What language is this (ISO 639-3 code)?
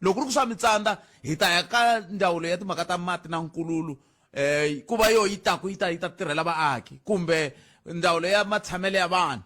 tso